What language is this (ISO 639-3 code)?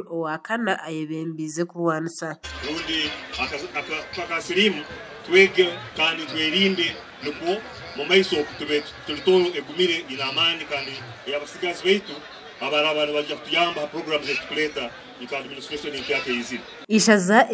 nyn